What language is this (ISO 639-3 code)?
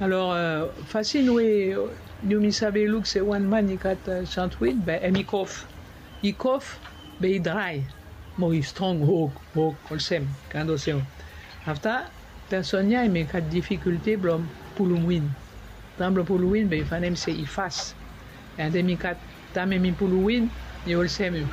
bis